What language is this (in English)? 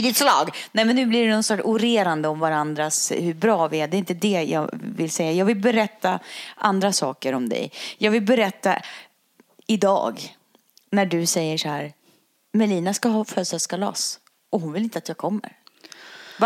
Swedish